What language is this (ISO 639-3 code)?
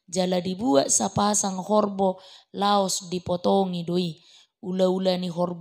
bbc